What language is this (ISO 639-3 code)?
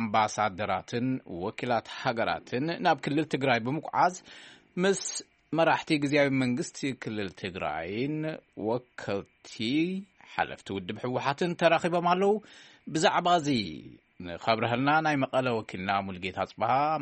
tir